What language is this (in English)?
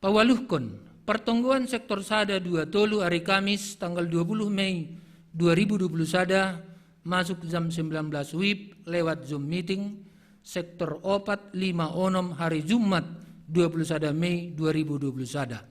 Batak Simalungun